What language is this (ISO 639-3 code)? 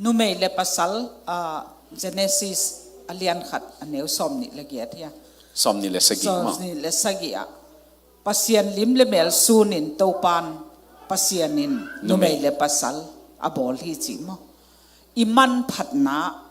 ctd